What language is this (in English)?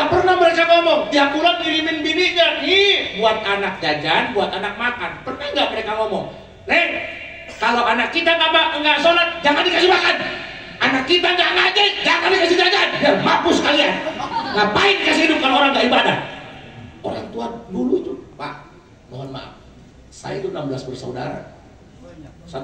Betawi